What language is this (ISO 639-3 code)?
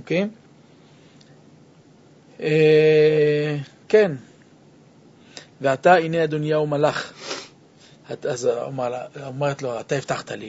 heb